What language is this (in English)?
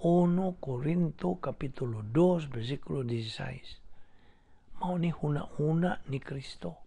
Cebuano